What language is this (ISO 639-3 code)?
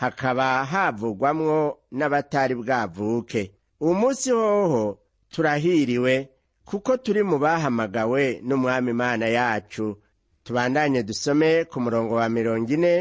run